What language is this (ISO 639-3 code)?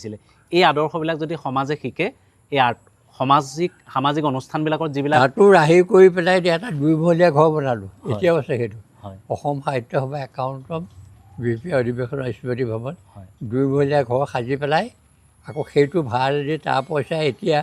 asm